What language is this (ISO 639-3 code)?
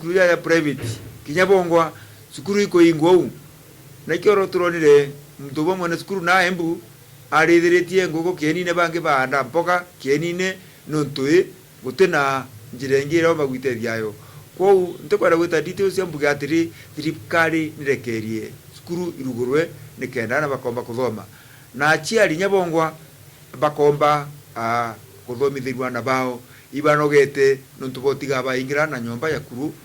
mer